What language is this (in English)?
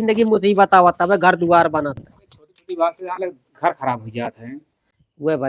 Awadhi